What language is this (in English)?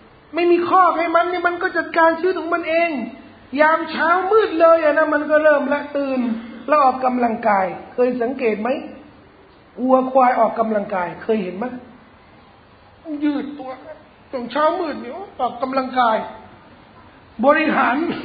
Thai